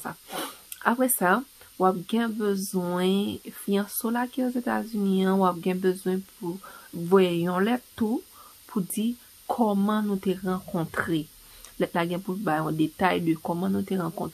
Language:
Haitian Creole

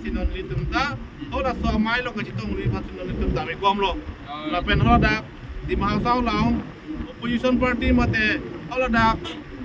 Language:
Karbi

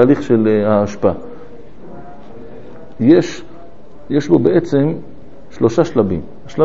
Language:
Hebrew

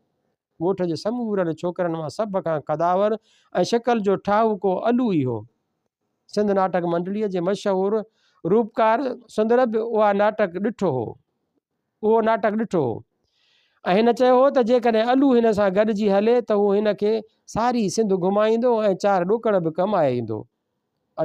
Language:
Sindhi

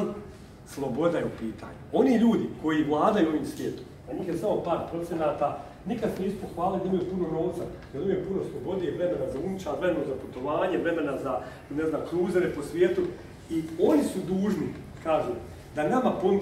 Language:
Bosnian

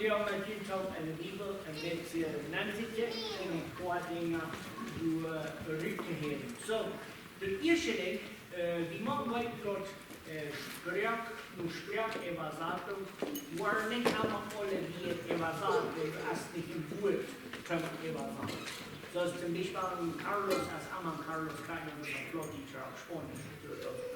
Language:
Plautdietsch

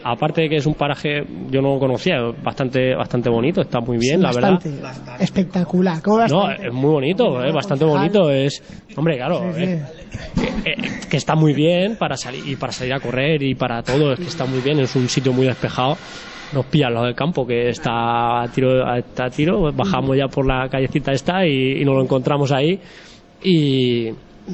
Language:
Spanish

